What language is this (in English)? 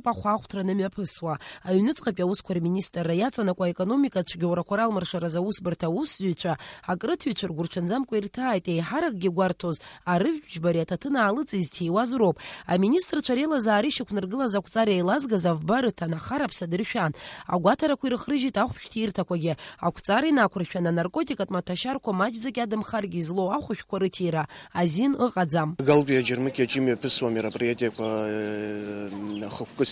Abkhazian